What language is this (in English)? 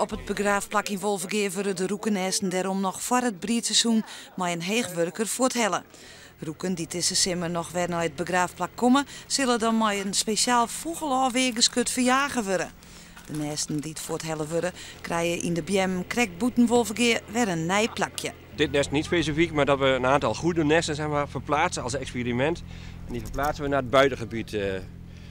Western Frisian